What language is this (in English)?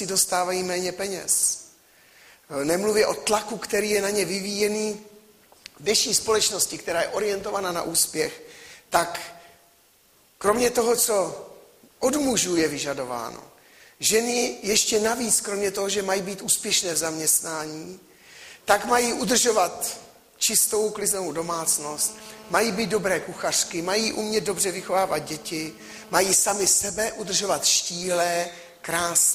Czech